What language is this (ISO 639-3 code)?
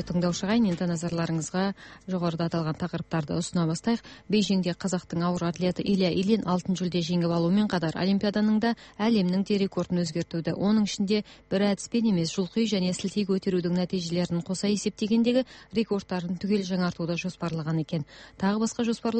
kaz